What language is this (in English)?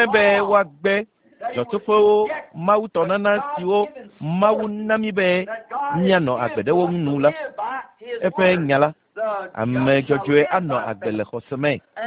Ewe